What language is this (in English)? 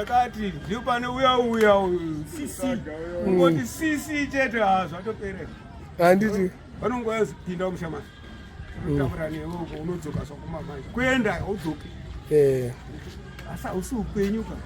Shona